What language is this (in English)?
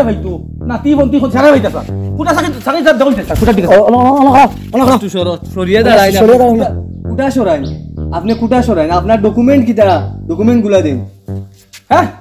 Sylheti